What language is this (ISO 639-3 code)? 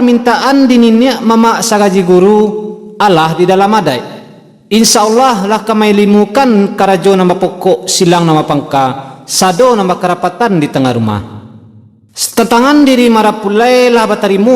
min